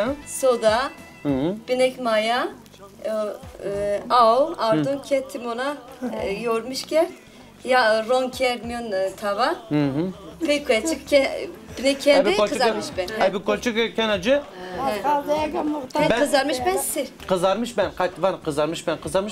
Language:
Zaza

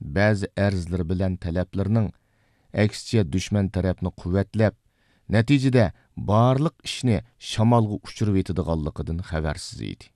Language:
Uyghur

